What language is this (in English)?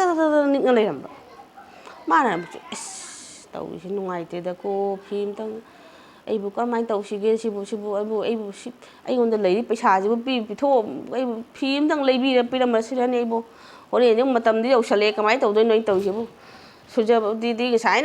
Manipuri